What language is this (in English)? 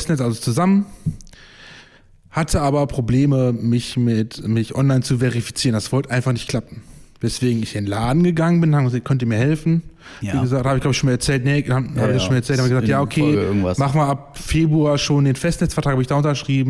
German